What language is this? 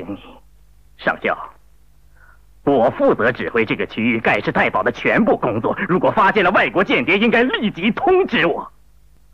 Chinese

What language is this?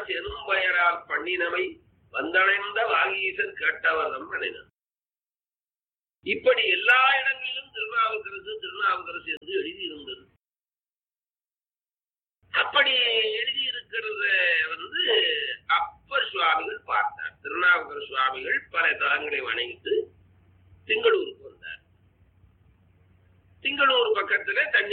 Tamil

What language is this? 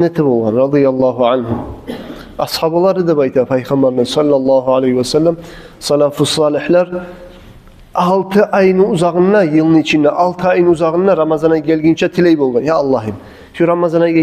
Kumyk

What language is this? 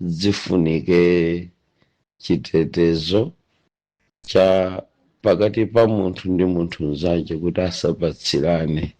Nyanja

